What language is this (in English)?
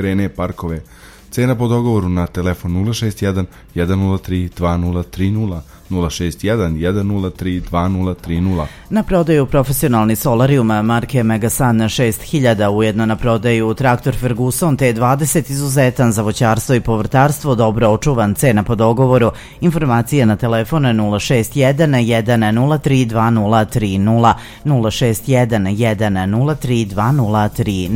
Serbian